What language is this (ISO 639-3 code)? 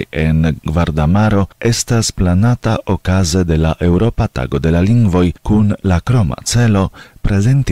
epo